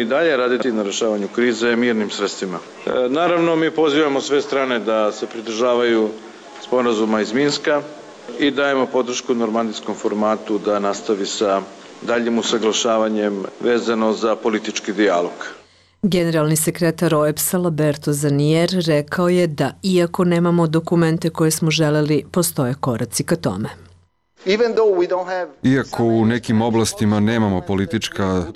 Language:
Serbian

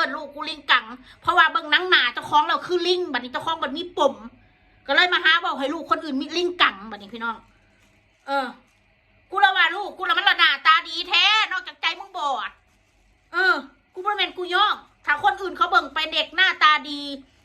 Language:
Northeastern Thai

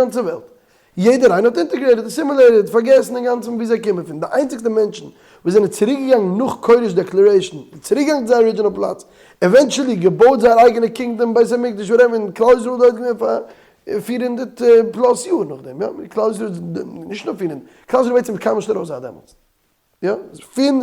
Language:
Yiddish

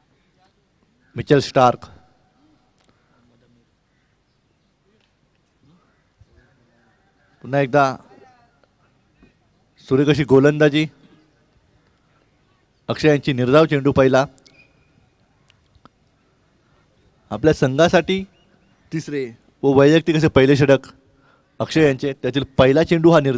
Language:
Marathi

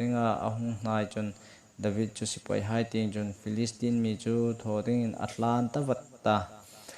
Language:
Hmar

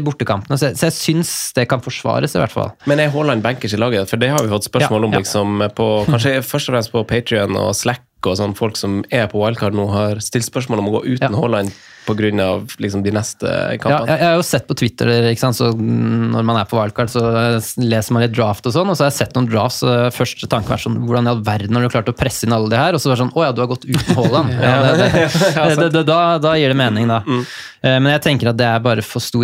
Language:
Norwegian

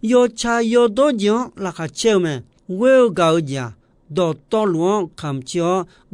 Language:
Akha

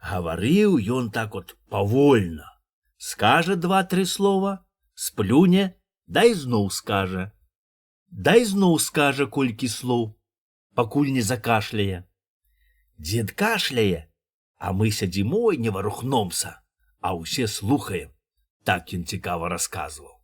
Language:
Belarusian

